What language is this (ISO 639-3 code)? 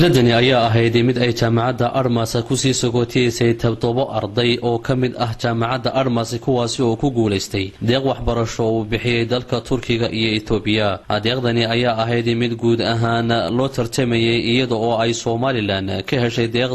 som